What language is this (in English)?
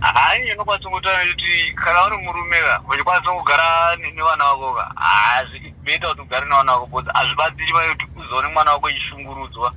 Shona